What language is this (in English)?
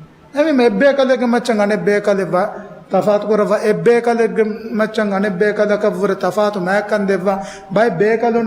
Divehi